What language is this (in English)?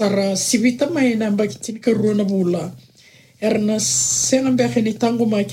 Fijian